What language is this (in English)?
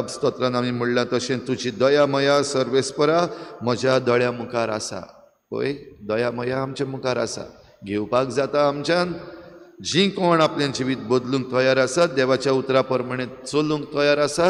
Konkani